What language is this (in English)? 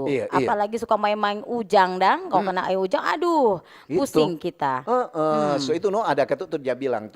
Manado Malay